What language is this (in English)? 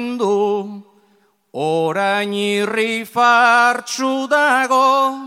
Basque